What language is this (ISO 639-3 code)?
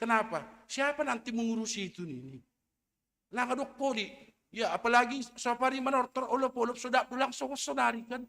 bts